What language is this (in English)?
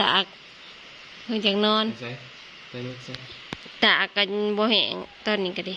Northeastern Thai